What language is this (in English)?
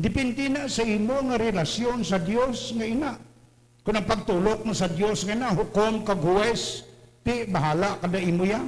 Hiligaynon